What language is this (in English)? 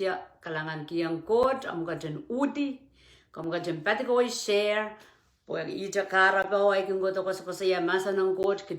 Pohnpeian